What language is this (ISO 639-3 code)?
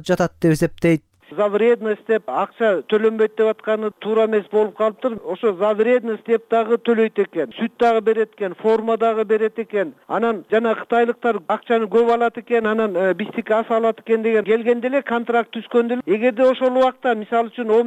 kir